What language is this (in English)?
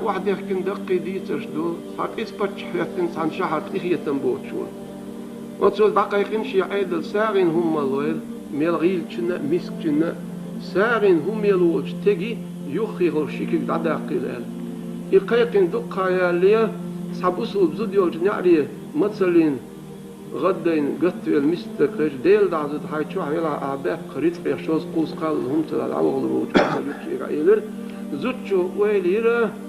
Chechen